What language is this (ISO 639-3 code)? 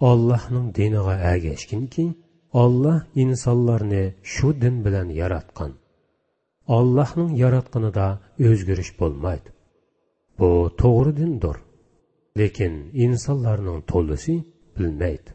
uig